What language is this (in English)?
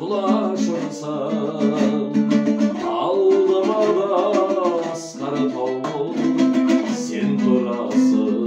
Kazakh